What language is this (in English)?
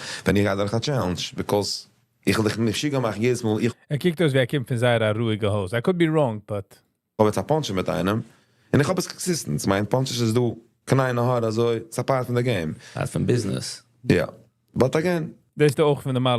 Yiddish